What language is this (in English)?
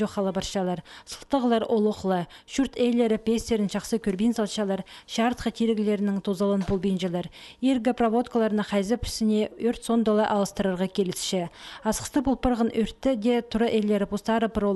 Khakas